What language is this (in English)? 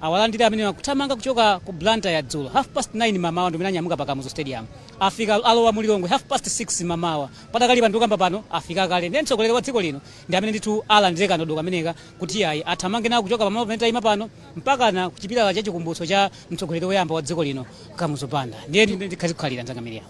Nyanja